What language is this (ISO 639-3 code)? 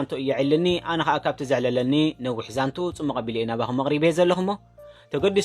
tir